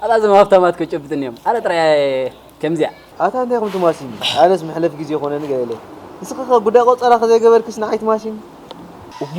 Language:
Tigrinya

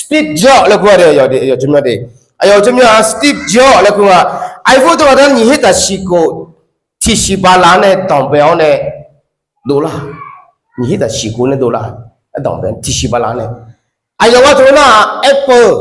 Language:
Akha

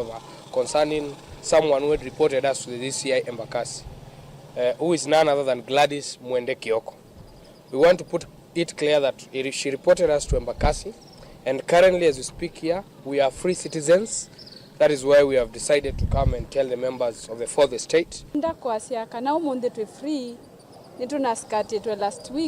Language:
Kamba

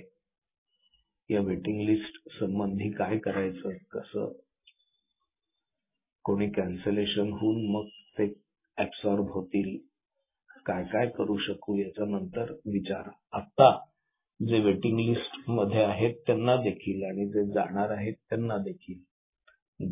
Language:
Marathi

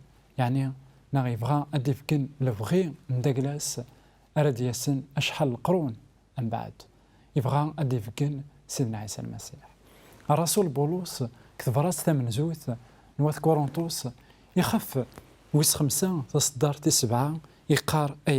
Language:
Kabyle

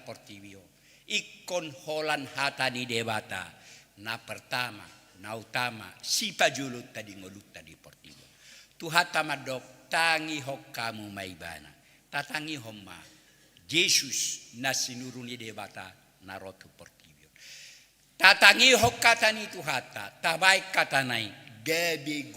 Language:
Batak Toba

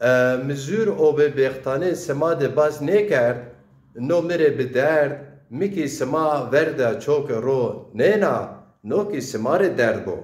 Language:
Zaza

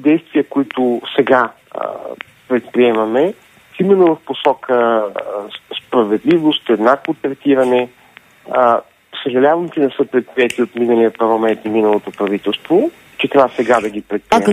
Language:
Bulgarian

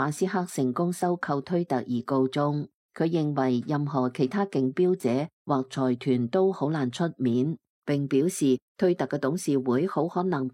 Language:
Cantonese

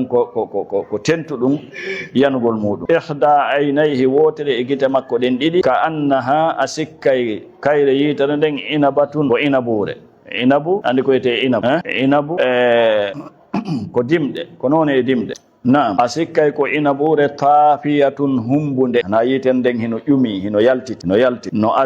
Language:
Fula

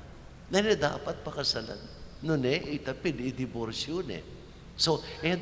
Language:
Pampanga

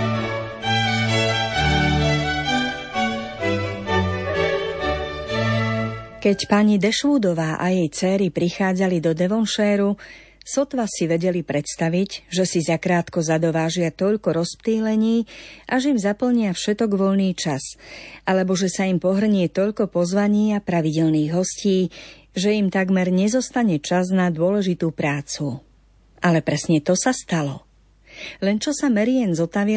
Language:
Slovak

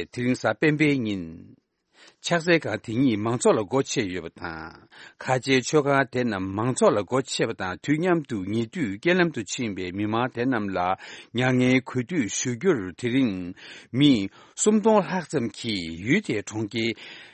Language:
Tibetan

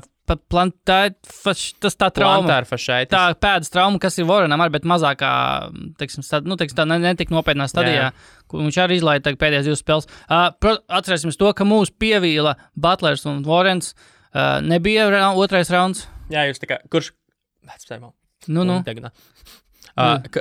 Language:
Latvian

